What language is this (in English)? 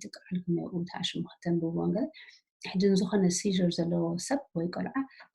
Tigrinya